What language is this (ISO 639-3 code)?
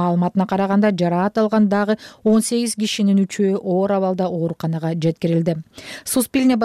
kir